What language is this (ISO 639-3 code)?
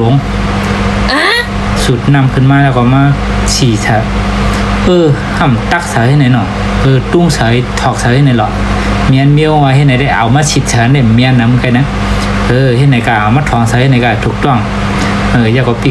shn